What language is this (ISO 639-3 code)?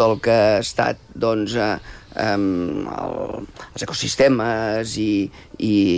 cat